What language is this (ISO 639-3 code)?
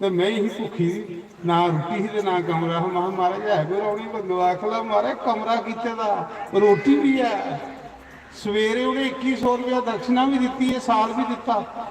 doi